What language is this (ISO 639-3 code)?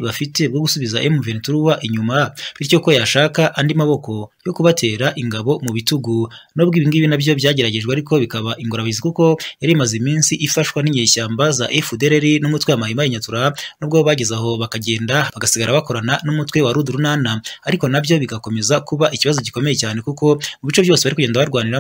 kin